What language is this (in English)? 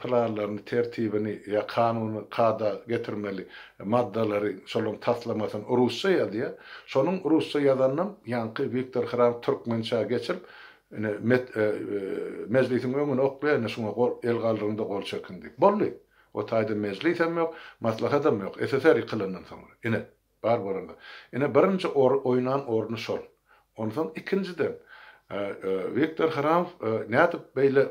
Turkmen